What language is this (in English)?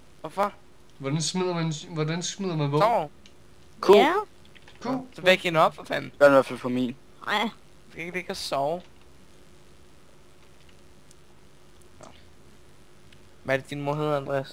Danish